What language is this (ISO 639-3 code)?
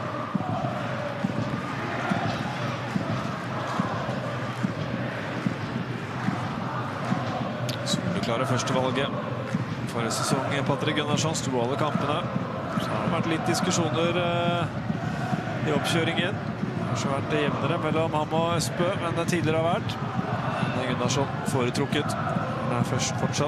nor